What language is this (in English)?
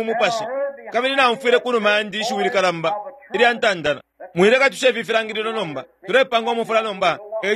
Bemba